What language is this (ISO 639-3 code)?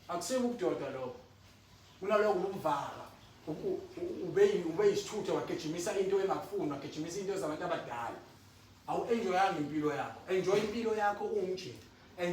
zul